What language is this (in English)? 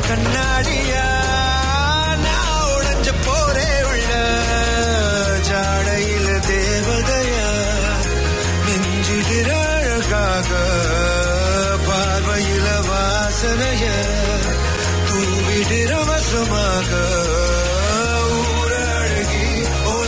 Tamil